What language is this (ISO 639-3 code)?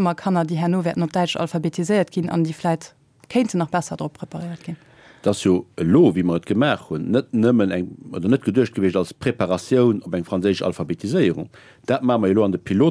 ltz